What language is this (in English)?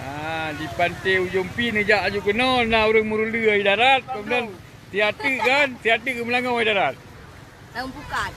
Achinese